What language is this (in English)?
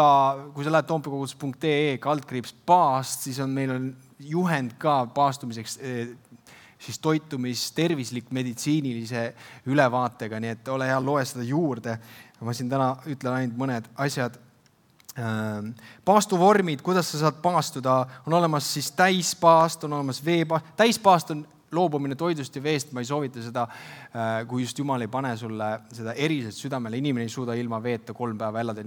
Estonian